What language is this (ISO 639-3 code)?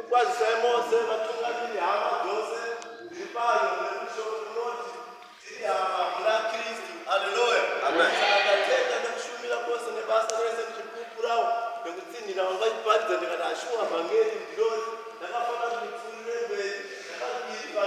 sna